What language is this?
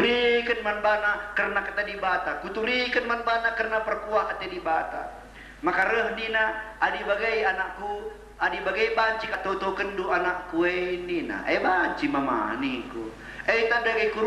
Batak Karo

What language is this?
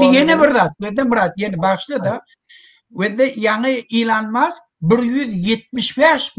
Turkmen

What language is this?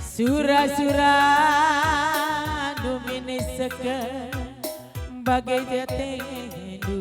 Batak Karo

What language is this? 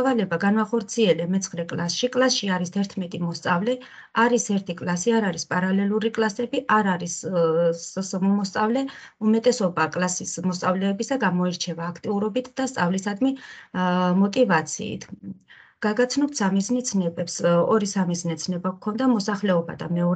Georgian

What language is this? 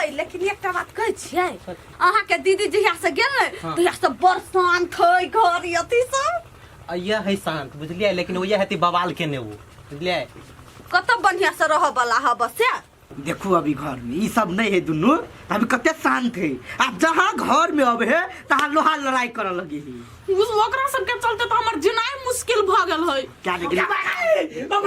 Maithili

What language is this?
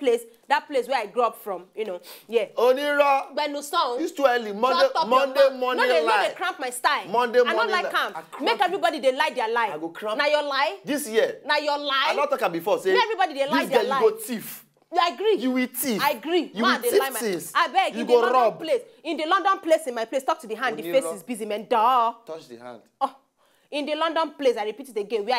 Nigerian Pidgin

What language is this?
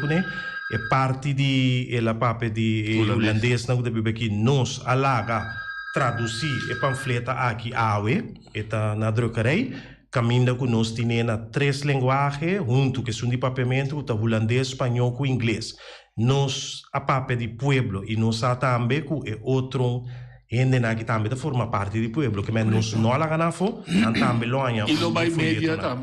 Papiamento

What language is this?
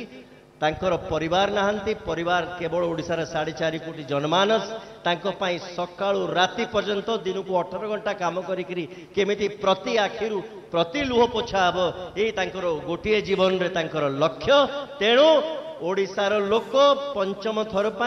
Odia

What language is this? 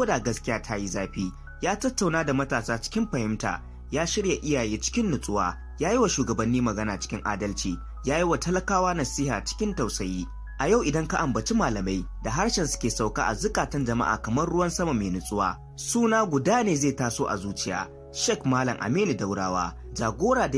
Hausa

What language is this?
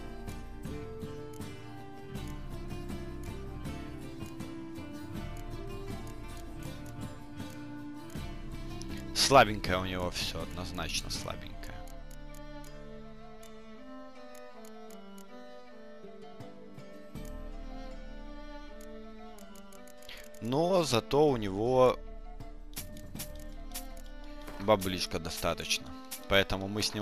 Russian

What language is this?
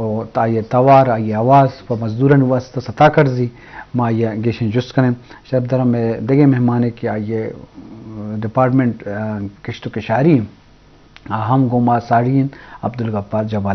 Eastern Balochi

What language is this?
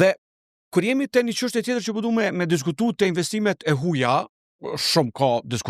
Albanian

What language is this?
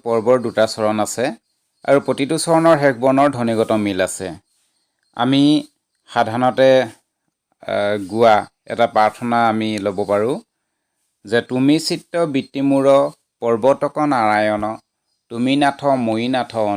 Assamese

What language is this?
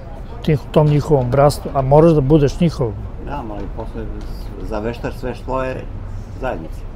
Serbian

